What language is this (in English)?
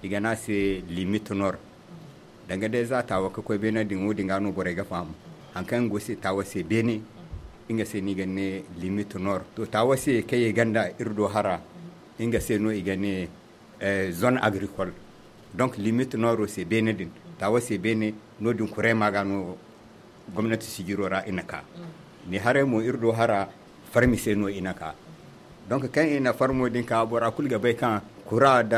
Zarma